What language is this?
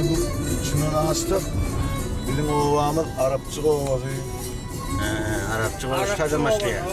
Turkmen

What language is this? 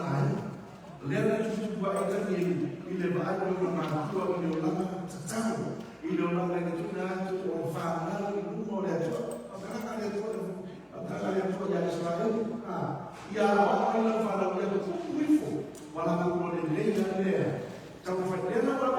Samoan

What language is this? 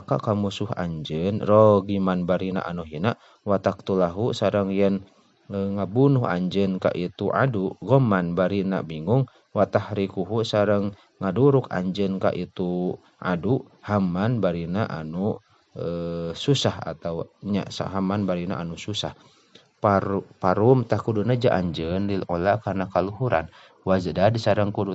Sundanese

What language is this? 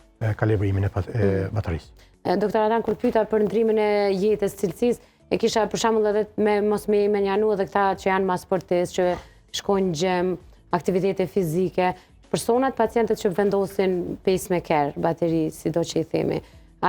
Albanian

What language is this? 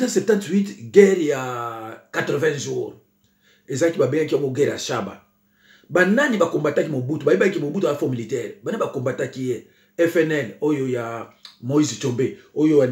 Lingala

